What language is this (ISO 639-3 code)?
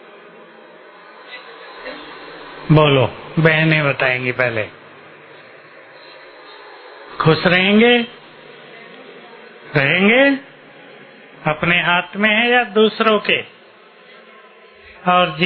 hin